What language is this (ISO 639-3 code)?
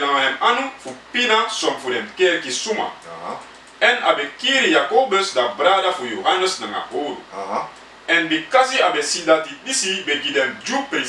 srn